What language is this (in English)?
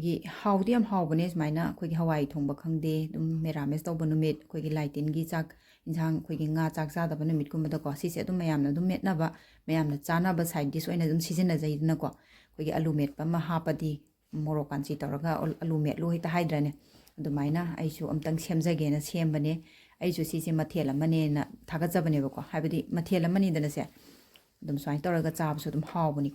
Manipuri